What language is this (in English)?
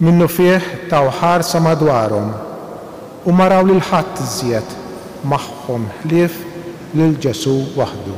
Maltese